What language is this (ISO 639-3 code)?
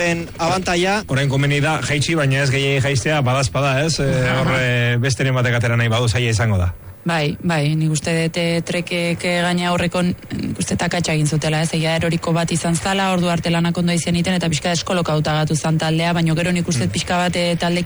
eus